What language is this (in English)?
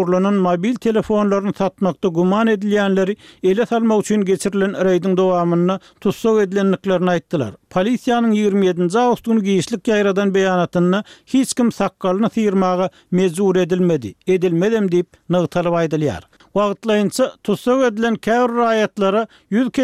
Turkmen